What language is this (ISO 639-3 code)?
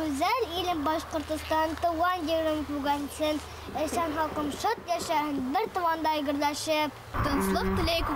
bak